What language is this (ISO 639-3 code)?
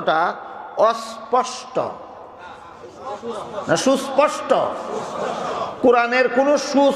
ben